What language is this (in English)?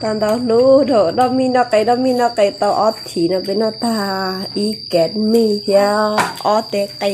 Hmong